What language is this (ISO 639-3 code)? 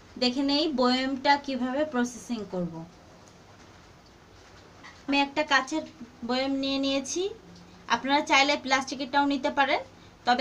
ben